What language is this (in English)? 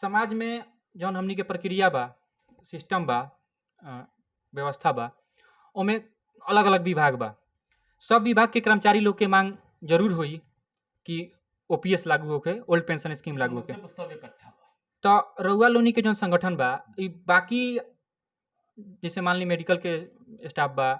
Bhojpuri